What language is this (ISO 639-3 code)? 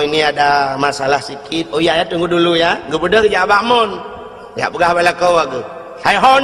ace